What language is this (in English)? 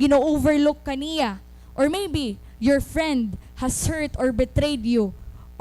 Waray